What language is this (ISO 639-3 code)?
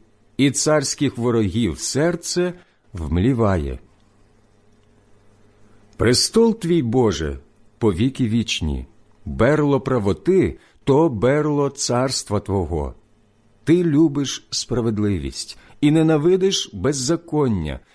ukr